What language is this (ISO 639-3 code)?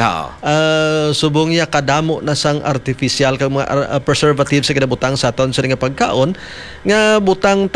hil